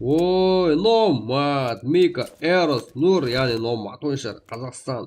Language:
Kara-Kalpak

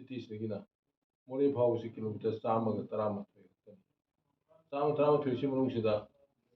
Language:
Manipuri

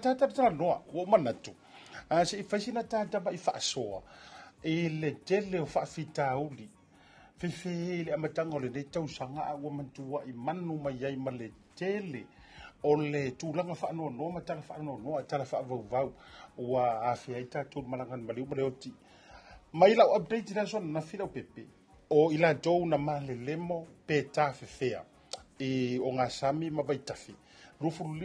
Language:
Samoan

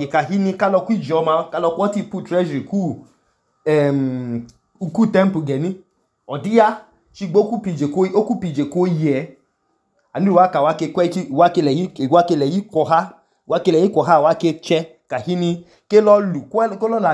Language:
Idoma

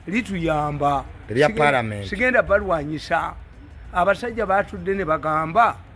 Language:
Ganda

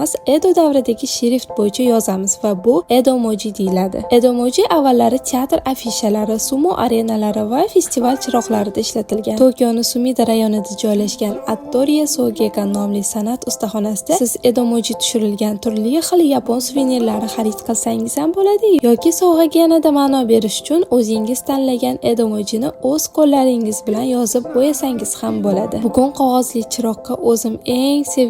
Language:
Uzbek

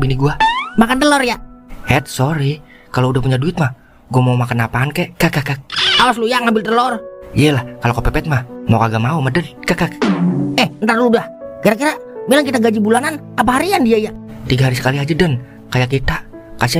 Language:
Betawi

